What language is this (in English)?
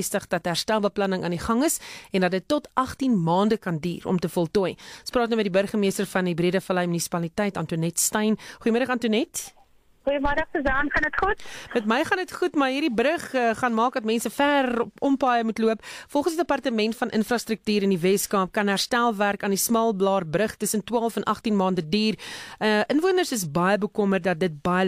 Afrikaans